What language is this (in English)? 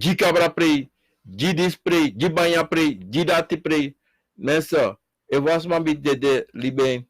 Sranan Tongo